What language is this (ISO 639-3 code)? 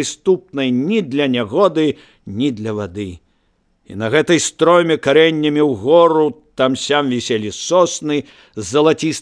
bel